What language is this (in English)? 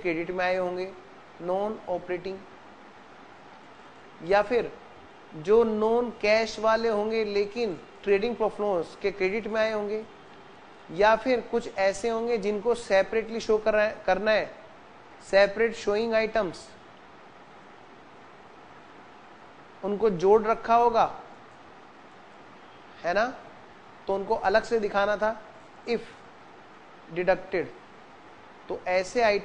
Hindi